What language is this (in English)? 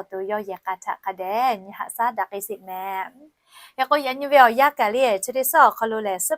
Lahu